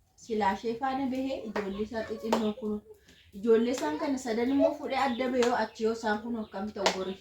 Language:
Oromo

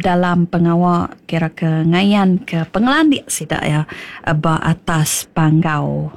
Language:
Iban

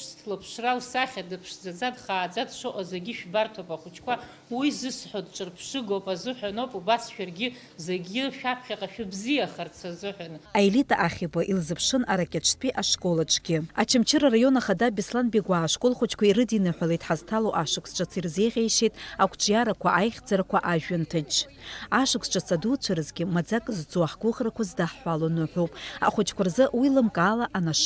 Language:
Abkhazian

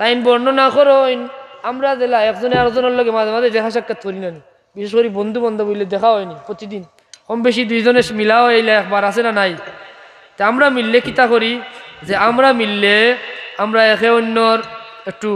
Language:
Sylheti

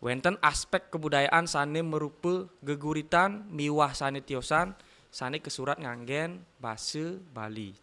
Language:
Balinese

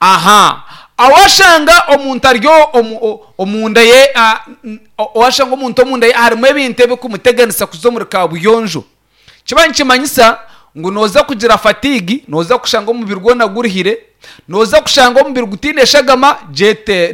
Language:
Nyankole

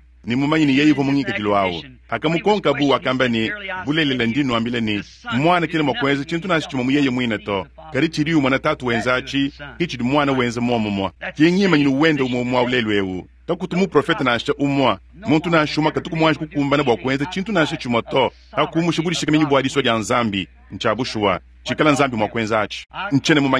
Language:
Luba-Lulua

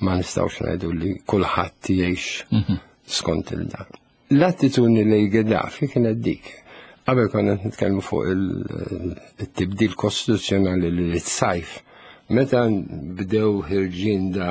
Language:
Maltese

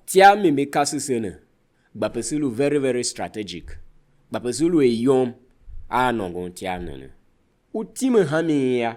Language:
Tiv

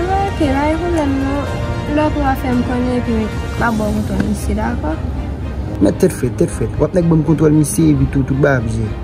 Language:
Haitian Creole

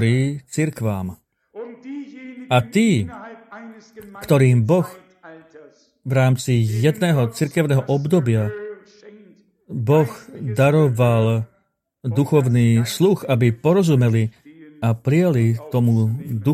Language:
Slovak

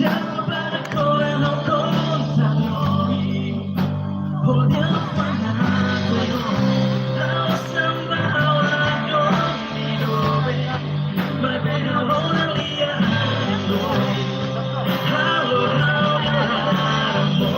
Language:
Tetum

